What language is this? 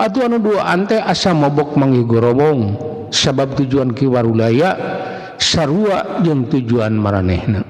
Sundanese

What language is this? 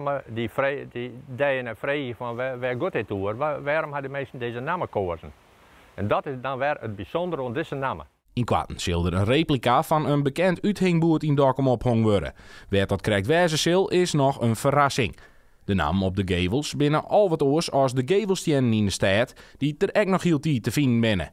Western Frisian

